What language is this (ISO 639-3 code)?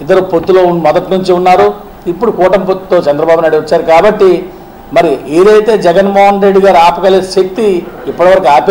tel